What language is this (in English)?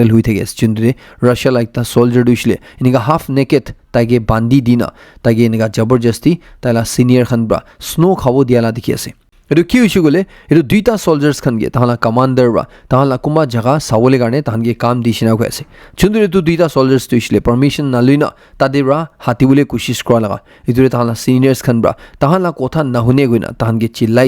Naga Pidgin